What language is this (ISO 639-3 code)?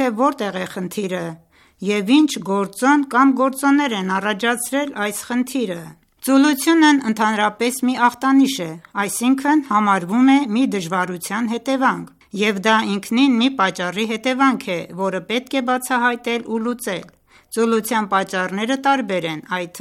hye